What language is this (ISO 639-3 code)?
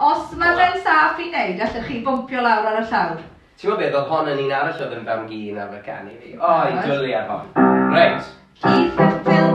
cym